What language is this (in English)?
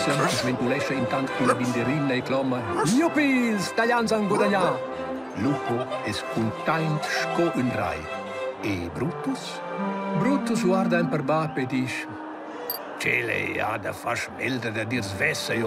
Romansh